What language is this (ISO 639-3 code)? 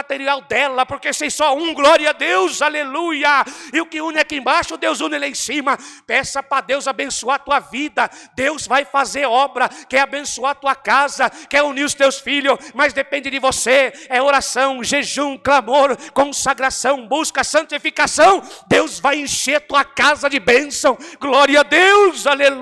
por